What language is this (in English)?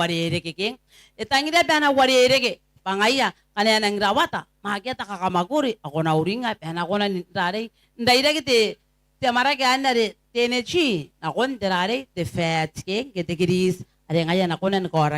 Gilbertese